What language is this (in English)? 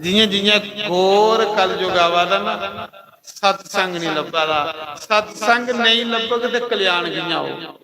Dogri